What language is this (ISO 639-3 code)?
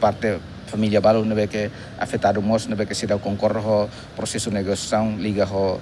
tet